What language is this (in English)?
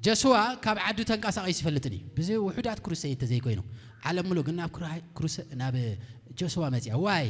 Tigrinya